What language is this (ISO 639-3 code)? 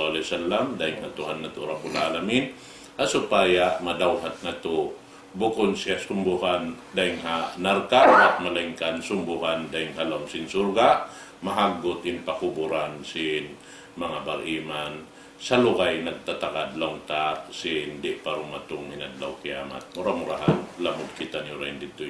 tsg